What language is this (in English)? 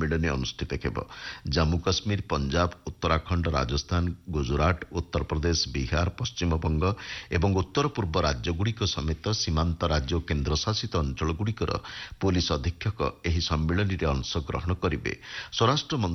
Odia